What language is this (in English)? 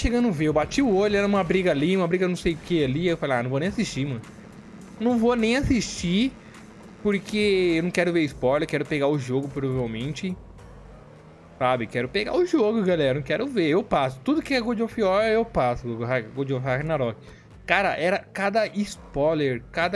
Portuguese